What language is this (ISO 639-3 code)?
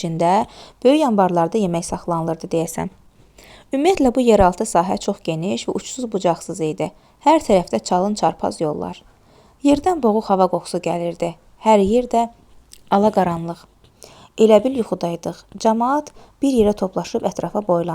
aze